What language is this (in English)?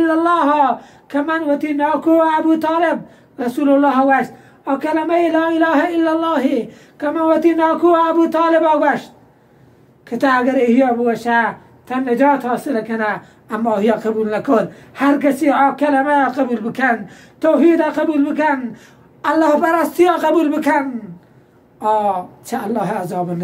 Baluchi